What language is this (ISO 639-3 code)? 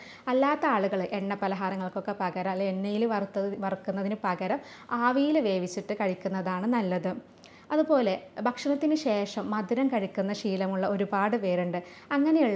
mal